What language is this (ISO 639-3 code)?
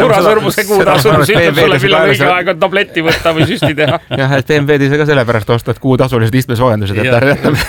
est